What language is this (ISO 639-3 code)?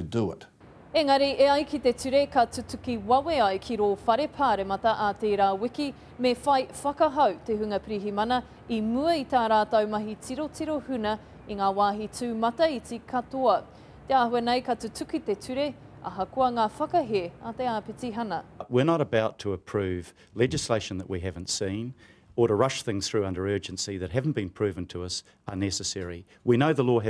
mri